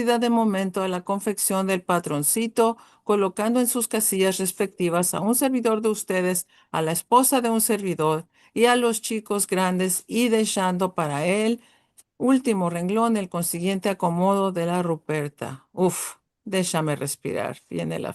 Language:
Ladino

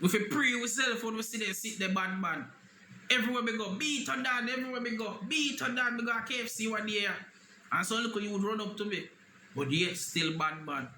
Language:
Jamaican Creole English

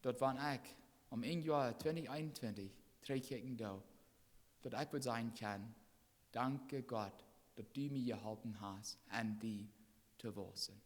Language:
Plautdietsch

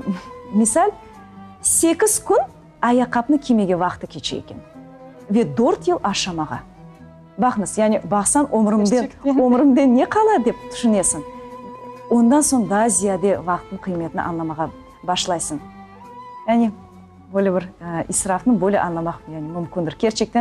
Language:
Crimean Tatar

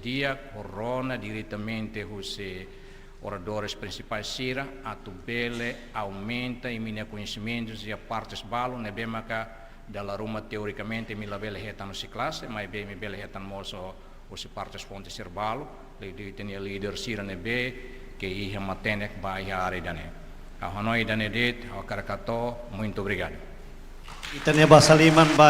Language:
Tetum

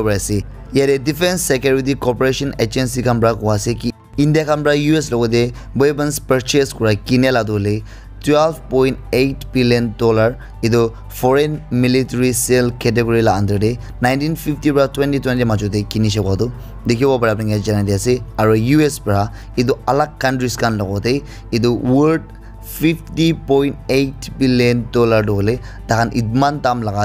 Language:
Naga Pidgin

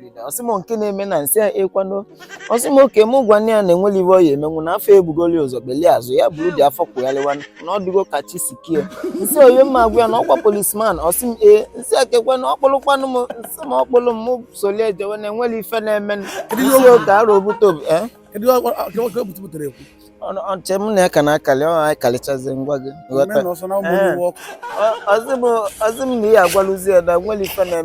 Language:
Igbo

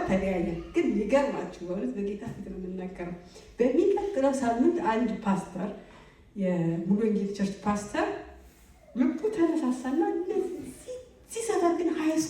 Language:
Amharic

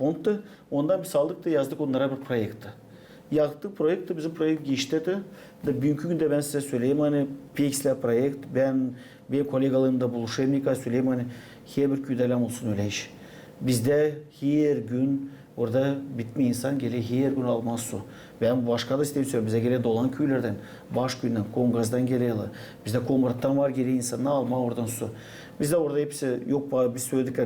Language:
Gagauz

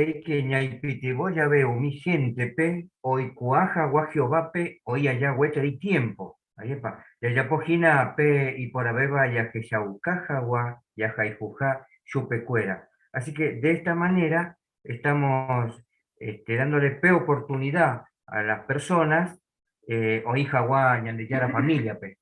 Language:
Guarani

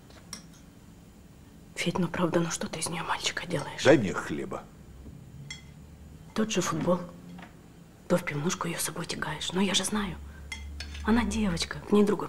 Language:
Russian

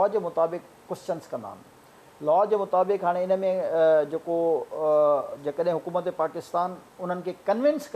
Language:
Sindhi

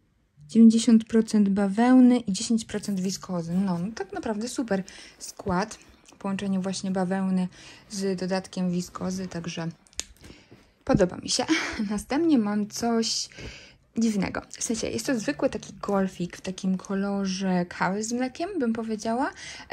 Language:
Polish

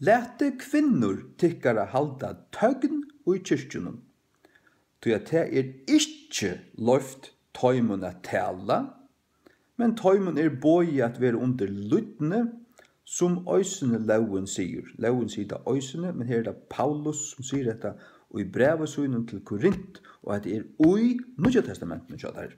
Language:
Faroese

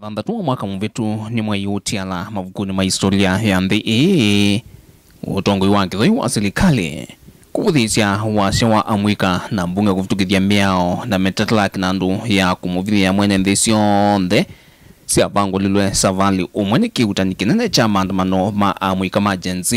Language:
Kamba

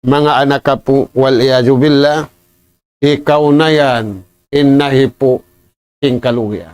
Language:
Tausug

